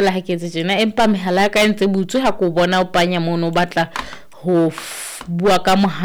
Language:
Southern Sotho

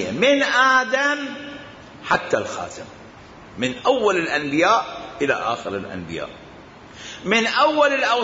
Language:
Mesopotamian Arabic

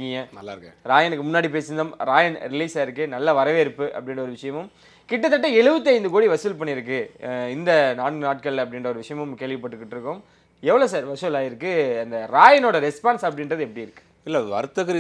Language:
Tamil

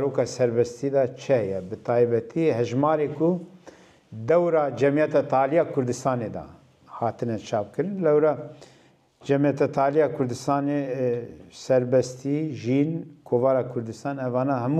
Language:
Kurdish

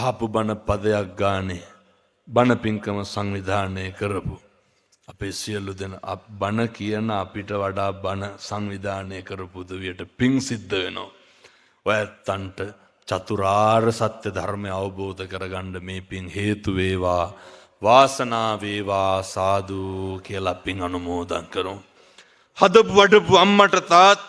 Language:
Sinhala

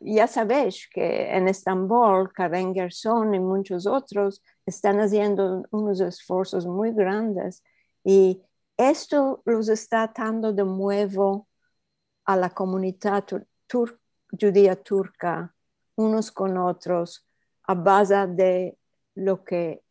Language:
Ladino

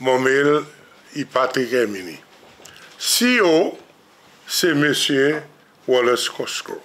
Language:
Seselwa Creole French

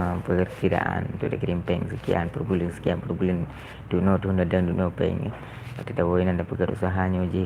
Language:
Achinese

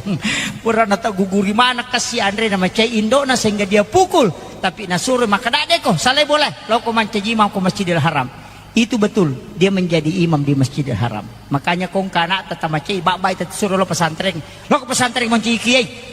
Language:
Buginese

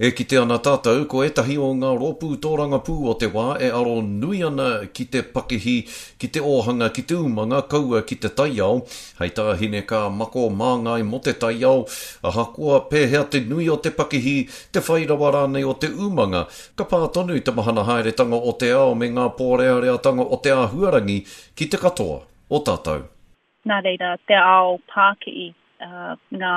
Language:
Māori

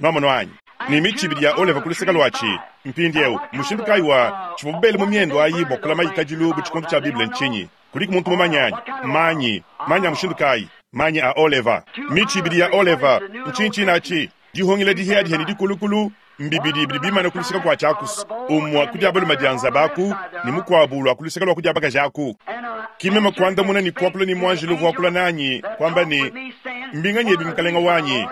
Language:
Luba-Lulua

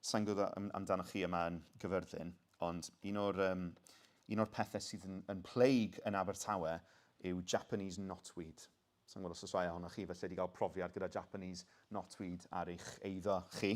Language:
Welsh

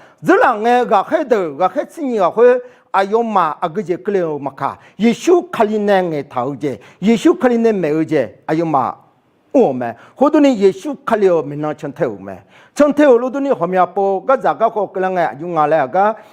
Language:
Akha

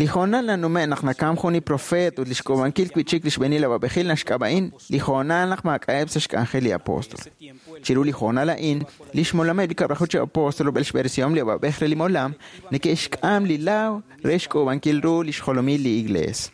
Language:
Kekchí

